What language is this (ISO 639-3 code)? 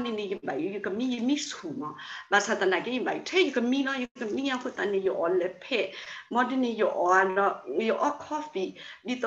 ksw